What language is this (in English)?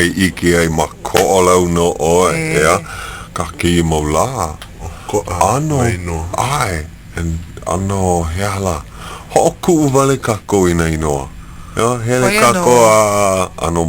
Hawaiian